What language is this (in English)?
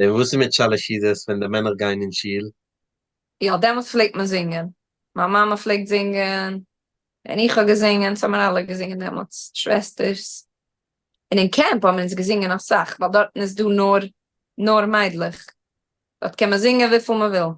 Yiddish